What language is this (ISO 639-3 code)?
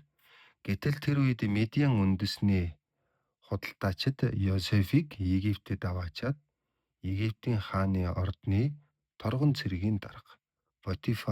mon